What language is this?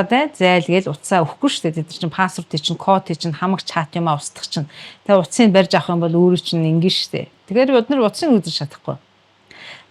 Mongolian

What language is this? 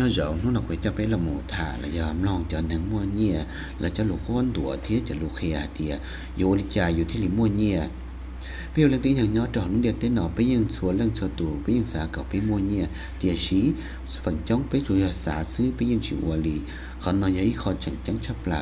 Hmong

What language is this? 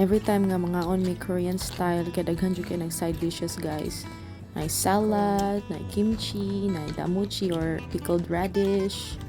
Cebuano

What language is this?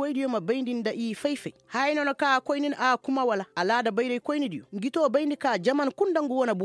Koyraboro Senni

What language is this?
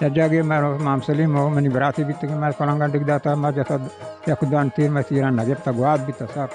Baluchi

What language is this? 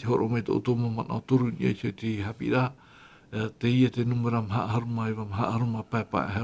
Tahitian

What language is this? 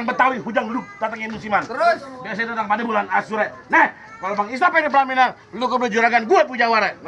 Betawi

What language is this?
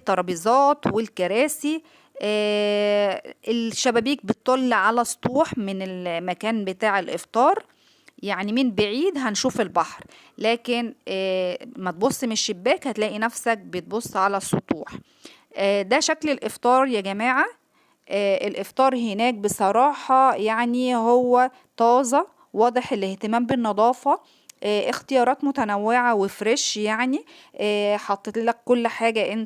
Egyptian Arabic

